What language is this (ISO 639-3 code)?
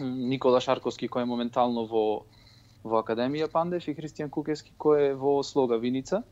mkd